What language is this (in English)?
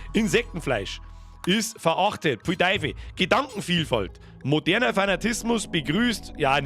Bavarian